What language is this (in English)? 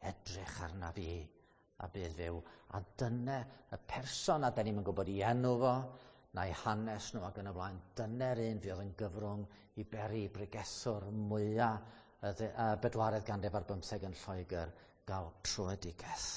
Welsh